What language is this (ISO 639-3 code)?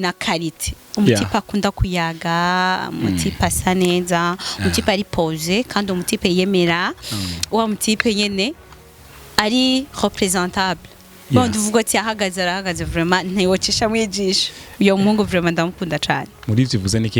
run